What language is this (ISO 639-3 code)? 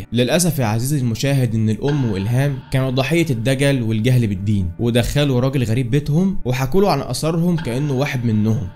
arz